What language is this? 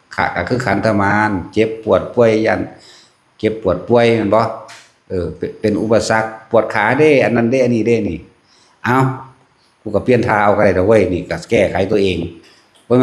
Lao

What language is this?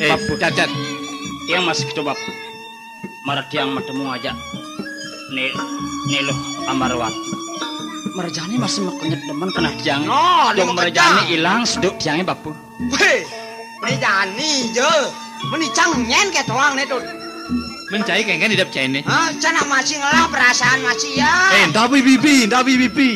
Balinese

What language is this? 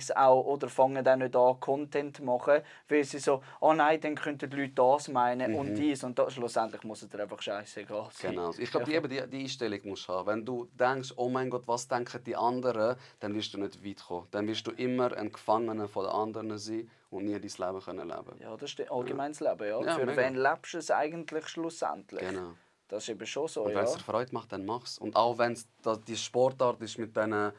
Swiss German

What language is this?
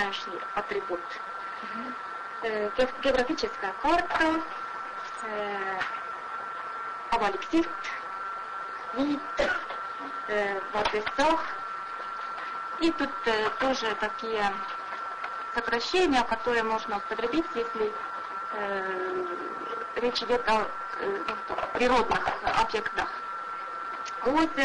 Estonian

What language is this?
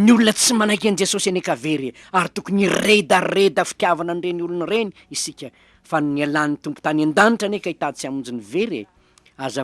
Malagasy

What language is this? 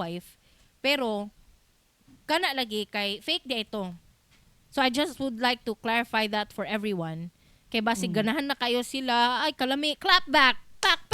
Cebuano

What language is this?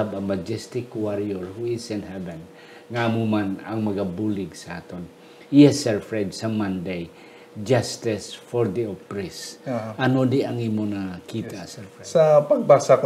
Hiligaynon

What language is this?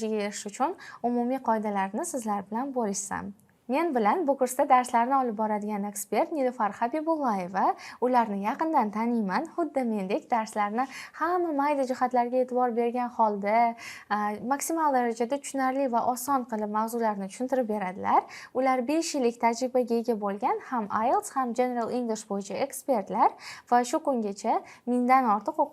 Uzbek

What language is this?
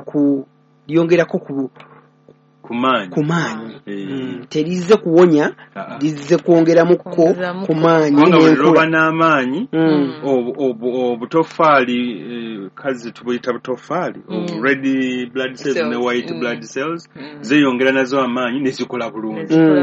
Ganda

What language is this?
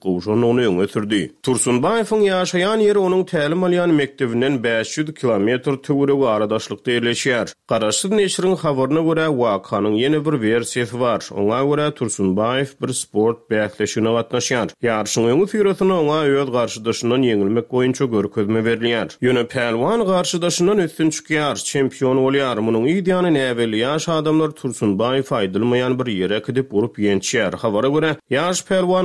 Turkmen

